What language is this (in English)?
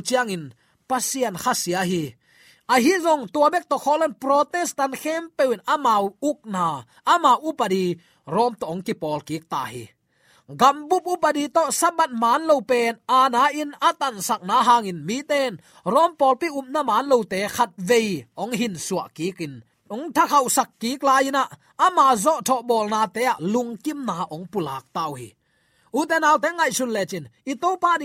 Tedim Chin